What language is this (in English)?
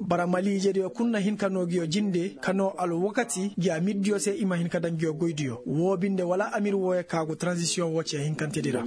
Koyraboro Senni